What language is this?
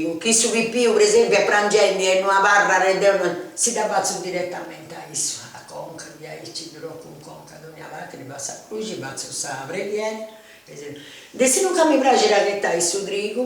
Sardinian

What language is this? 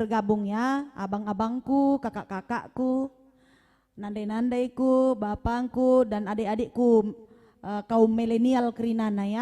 Batak Karo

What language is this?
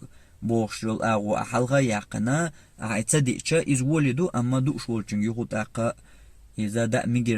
Chechen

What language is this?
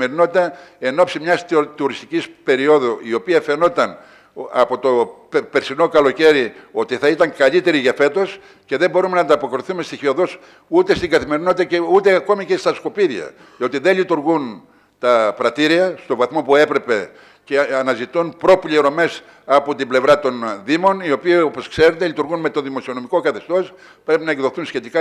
Greek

